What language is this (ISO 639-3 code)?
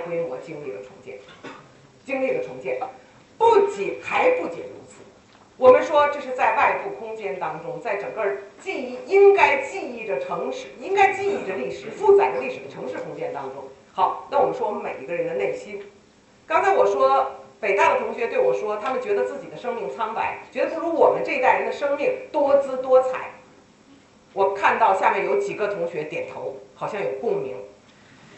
zho